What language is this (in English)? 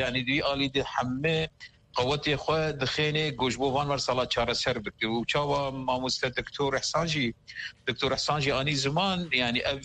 Kurdish